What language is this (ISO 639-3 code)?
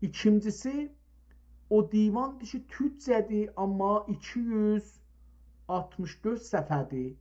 azb